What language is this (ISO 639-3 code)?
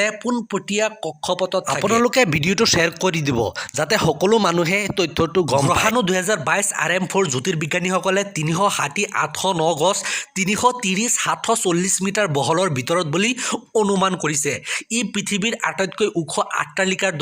asm